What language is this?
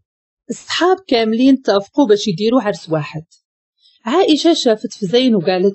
Moroccan Arabic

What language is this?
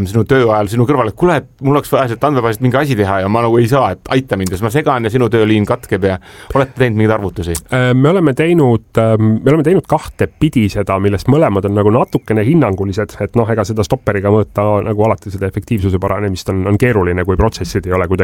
Estonian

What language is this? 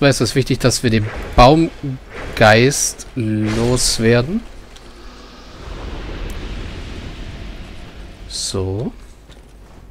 German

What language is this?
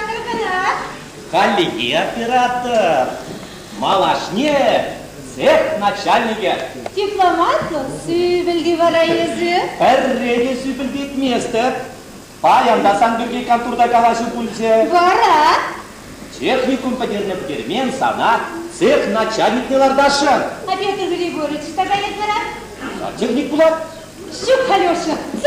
Chuvash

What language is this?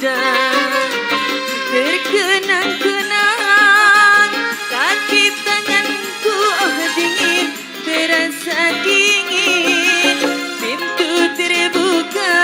Betawi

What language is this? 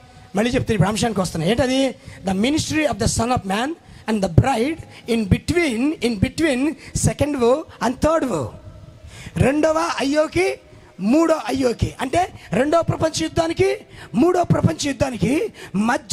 Telugu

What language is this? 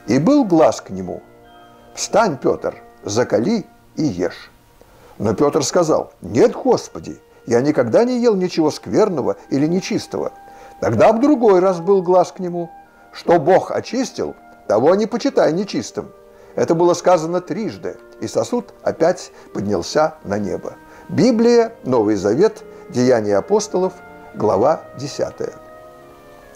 Russian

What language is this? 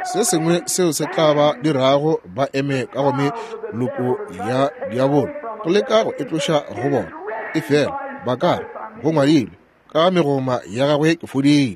Northern Sotho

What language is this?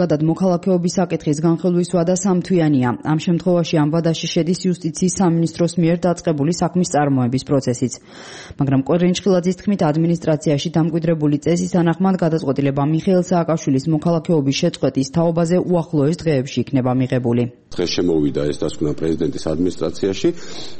Georgian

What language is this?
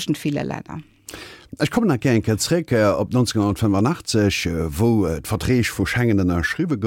Luxembourgish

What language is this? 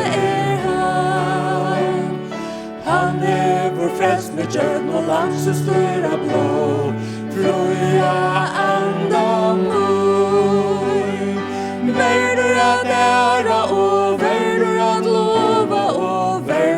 Faroese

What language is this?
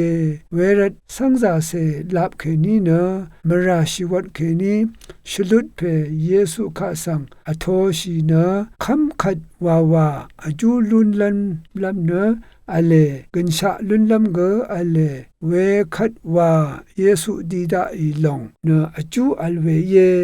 Rawang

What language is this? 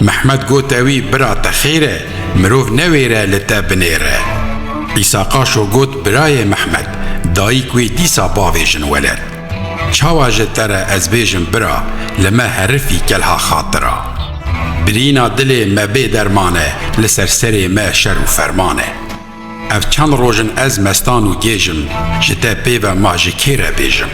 Kurdish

